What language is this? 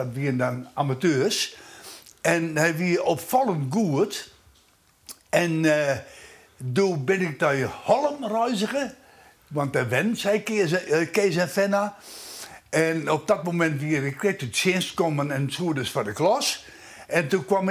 Western Frisian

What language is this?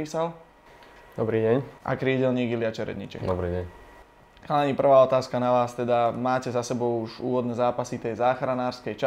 Slovak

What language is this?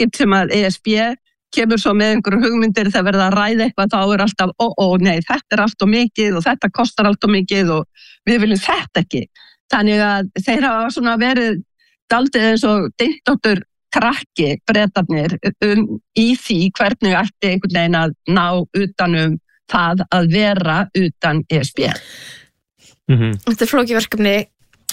Icelandic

